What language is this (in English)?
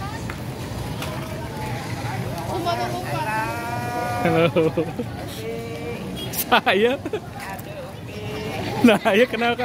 Indonesian